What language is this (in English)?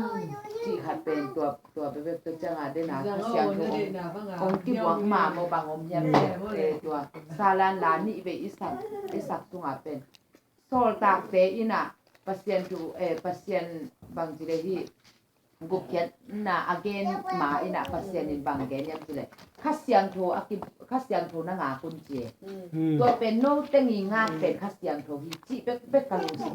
Tedim Chin